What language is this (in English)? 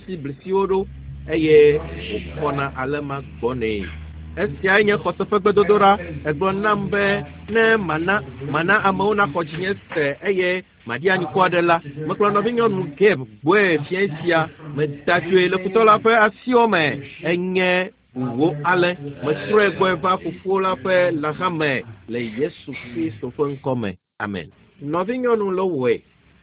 Ewe